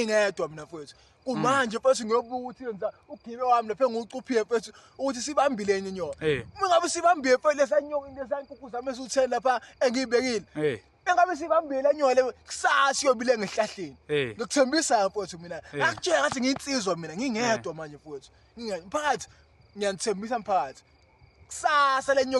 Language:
Zulu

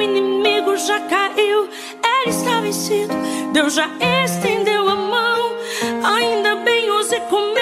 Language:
Portuguese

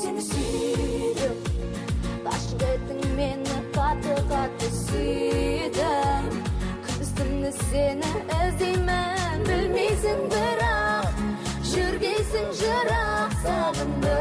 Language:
Kara-Kalpak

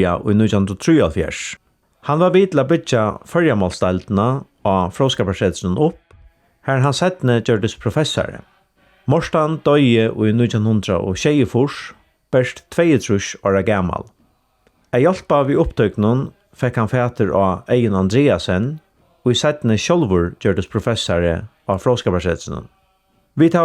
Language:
Faroese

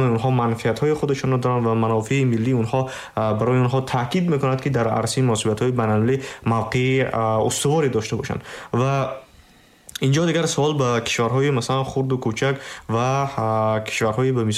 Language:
Tajik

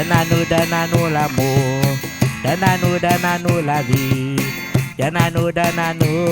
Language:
Réunion Creole French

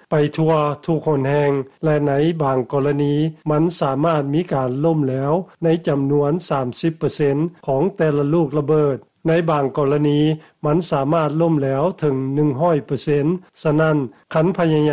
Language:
Lao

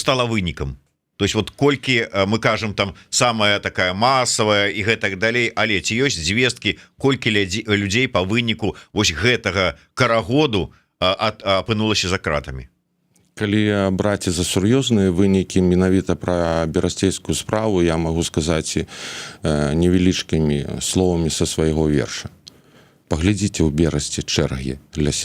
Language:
Belarusian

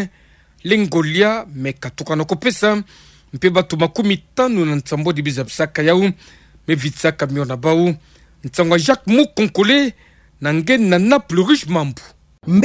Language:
Kituba (Democratic Republic of Congo)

